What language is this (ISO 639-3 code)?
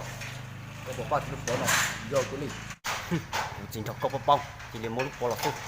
hmn